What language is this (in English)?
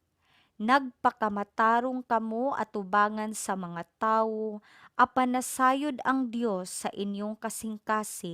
Cebuano